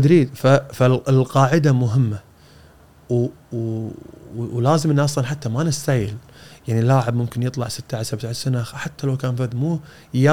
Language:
Gulf Arabic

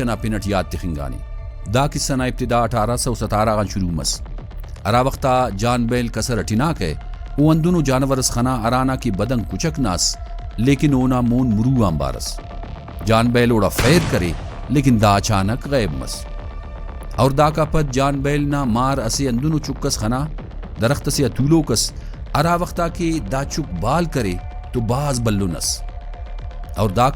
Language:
Brahui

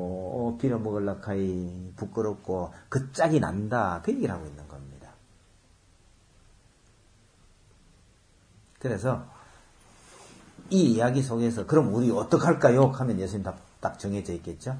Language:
Korean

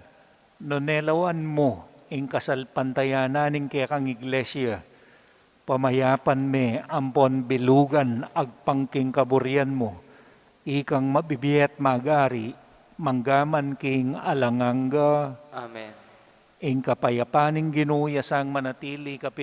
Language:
Pampanga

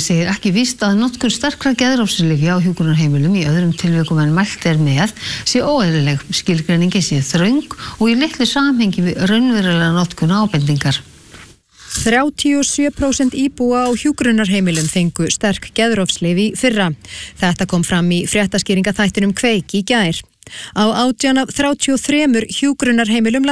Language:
Icelandic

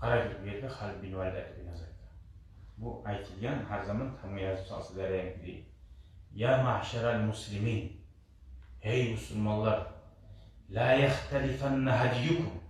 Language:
Kumyk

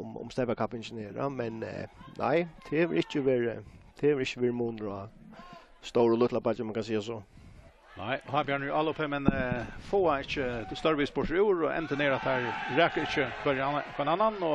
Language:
Faroese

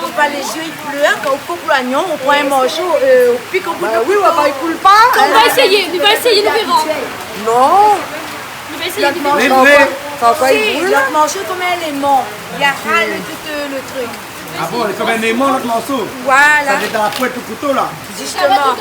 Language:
Réunion Creole French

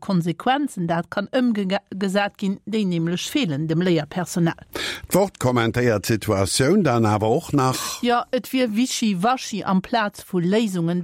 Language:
Luxembourgish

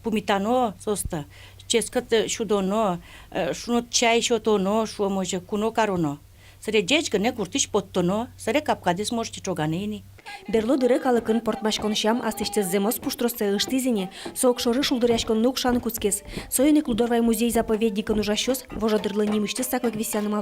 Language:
Udmurt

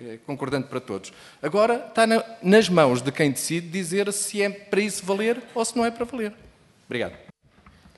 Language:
Portuguese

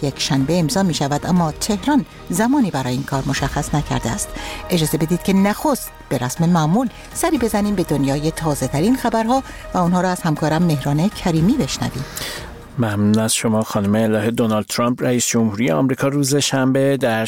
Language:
Persian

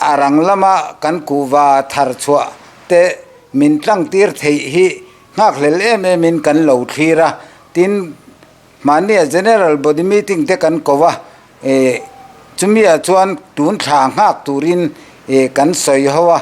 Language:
Mizo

